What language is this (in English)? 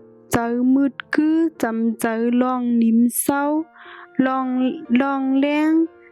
Shan